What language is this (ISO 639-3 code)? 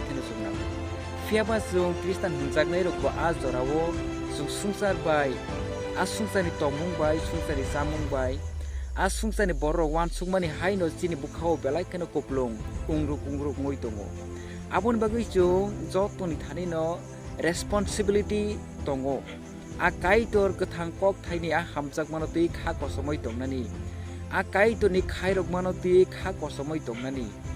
trp